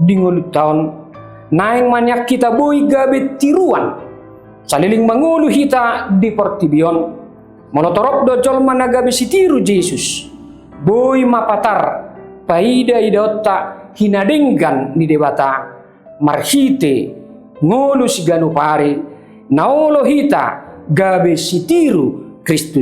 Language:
Batak Toba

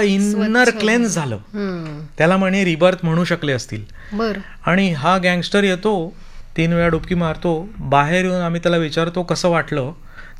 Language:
Marathi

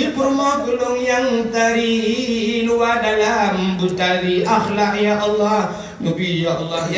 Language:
Achinese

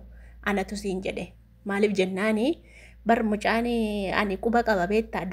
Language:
Oromo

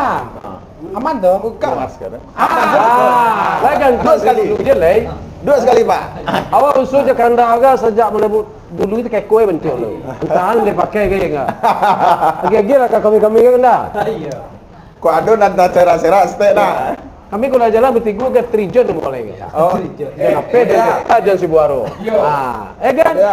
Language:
Minangkabau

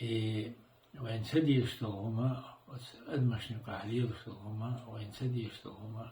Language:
Chechen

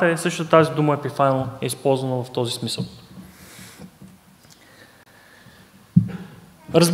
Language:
Bulgarian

